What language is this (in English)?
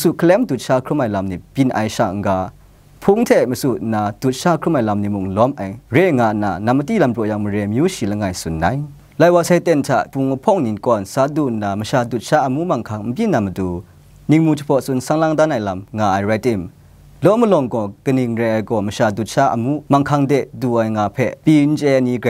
Kachin